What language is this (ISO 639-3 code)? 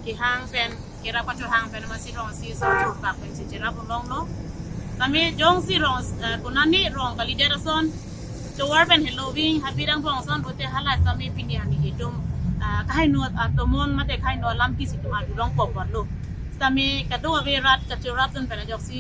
mjw